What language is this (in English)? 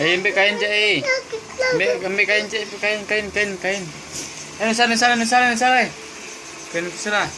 Minangkabau